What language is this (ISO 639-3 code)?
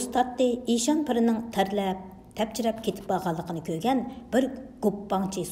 uig